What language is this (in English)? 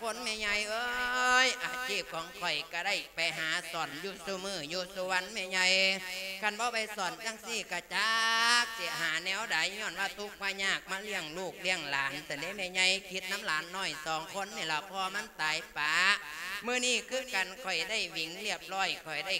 Lao